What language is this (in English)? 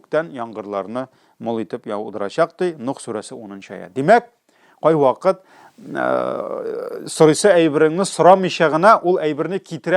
Tatar